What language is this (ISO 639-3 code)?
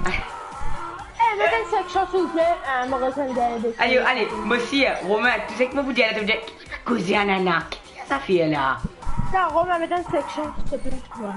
mfe